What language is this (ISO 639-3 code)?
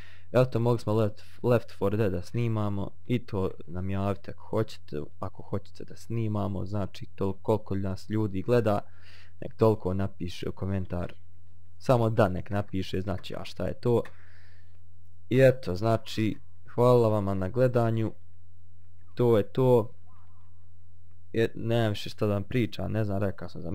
bos